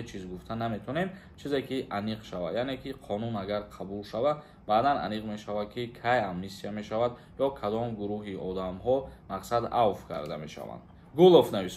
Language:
Tajik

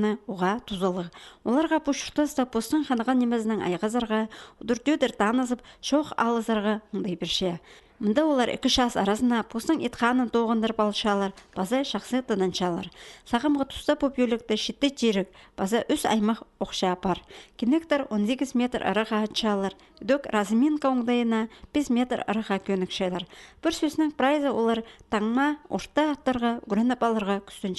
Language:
Khakas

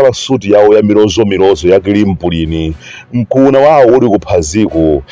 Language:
Nyanja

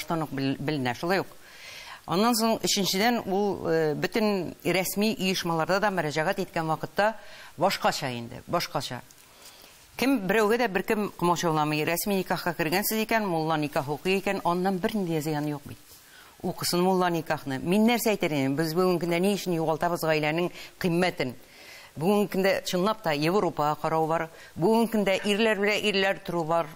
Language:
Tatar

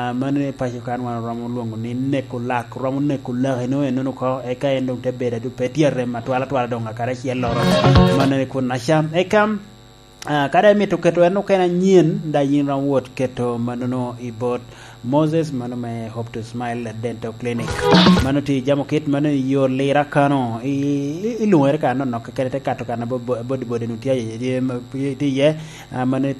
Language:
Lango (Uganda)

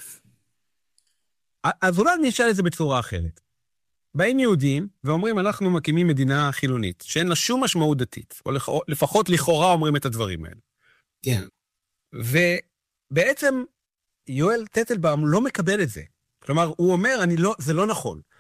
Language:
Hebrew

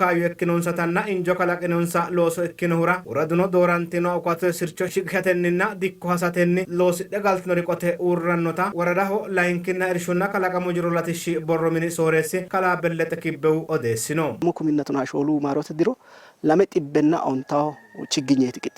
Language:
Sidamo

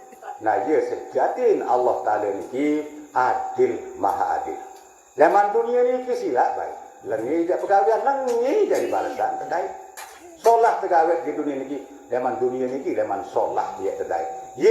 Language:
Sasak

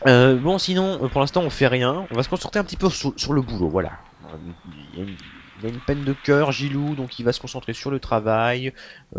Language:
French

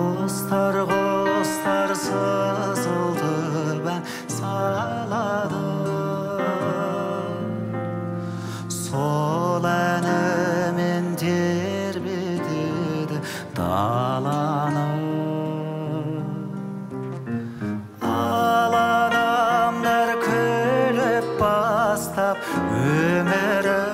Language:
Kazakh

